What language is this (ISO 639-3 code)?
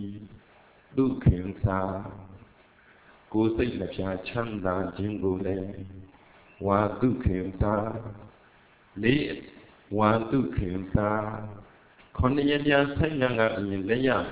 mya